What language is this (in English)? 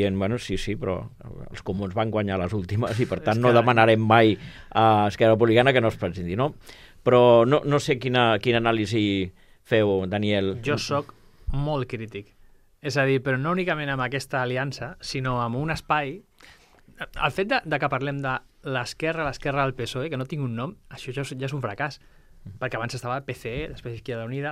Catalan